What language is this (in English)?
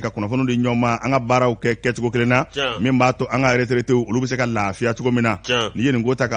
Bambara